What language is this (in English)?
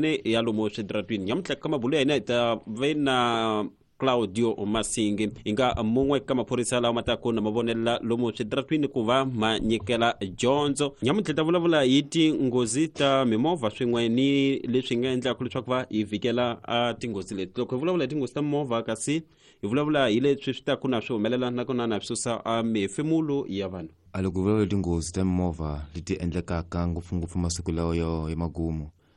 Tsonga